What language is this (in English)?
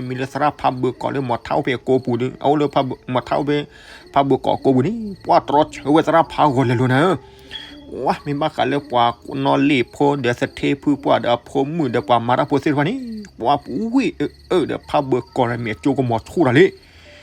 S'gaw Karen